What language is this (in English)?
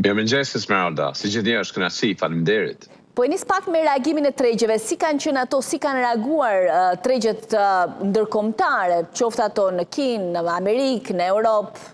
Albanian